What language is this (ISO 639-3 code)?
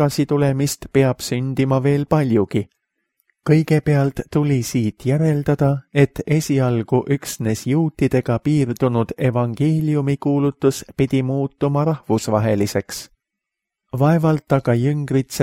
est